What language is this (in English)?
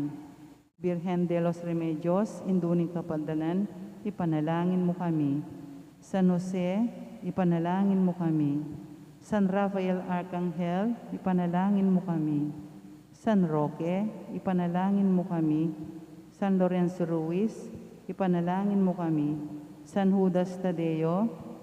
Pampanga